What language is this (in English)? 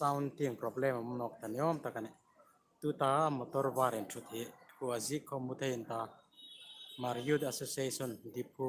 Hmar